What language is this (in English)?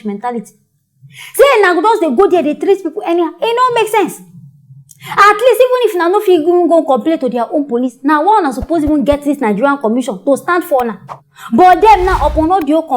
Nigerian Pidgin